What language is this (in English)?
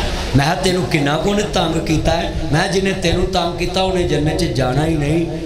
Western Panjabi